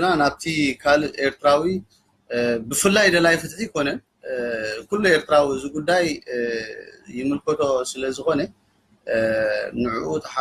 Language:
Tigrinya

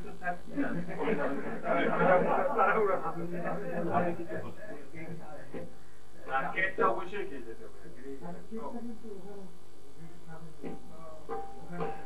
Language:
Bangla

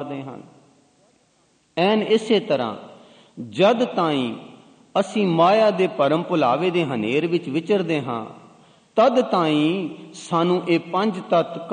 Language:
Punjabi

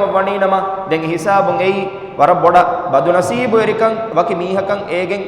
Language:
Divehi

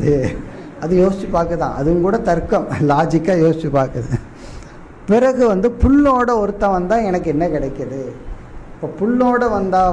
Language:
Tamil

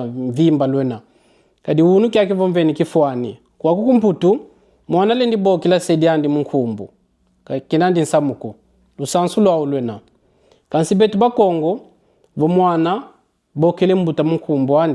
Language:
Kongo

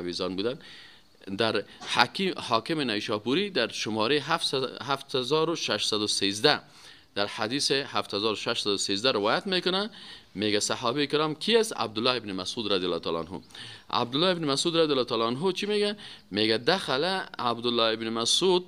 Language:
Persian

